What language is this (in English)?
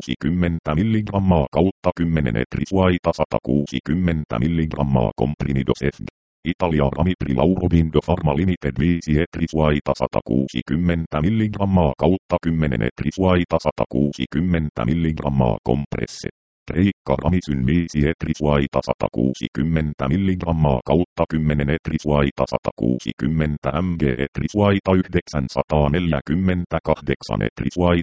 Finnish